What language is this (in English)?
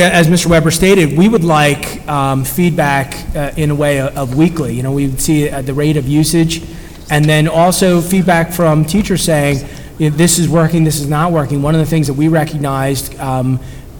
English